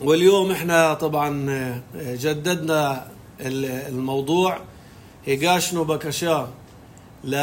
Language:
North Levantine Arabic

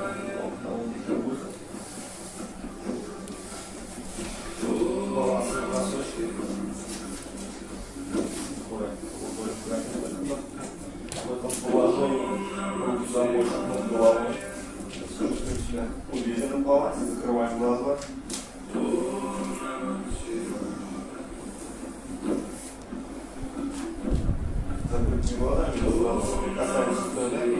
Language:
Russian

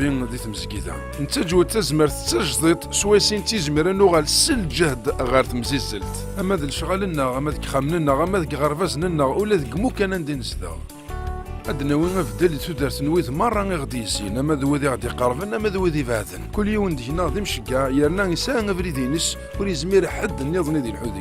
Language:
Kabyle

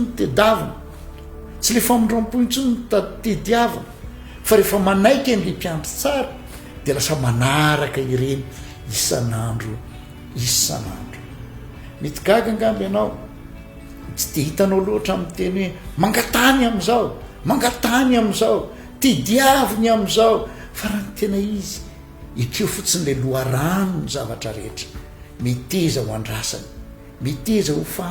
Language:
Malagasy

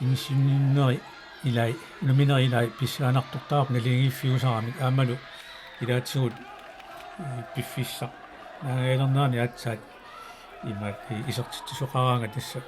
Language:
Kalaallisut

